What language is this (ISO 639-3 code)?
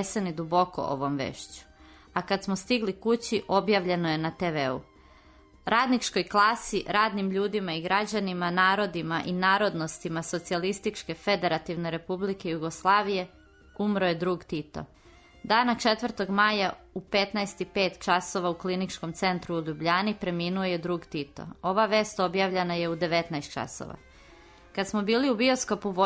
srp